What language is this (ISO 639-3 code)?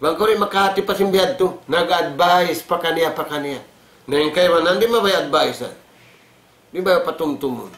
tsg